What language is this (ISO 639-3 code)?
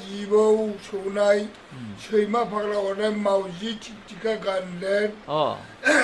brx